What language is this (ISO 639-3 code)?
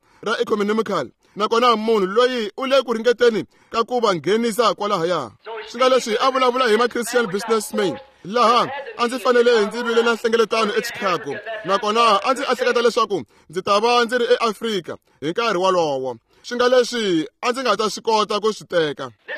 tso